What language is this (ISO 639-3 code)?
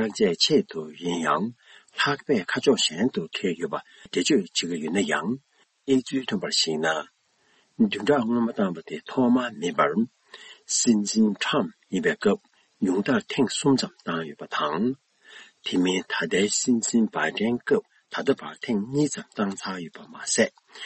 bod